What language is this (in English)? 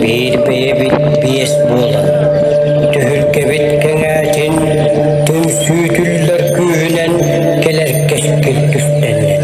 Yakut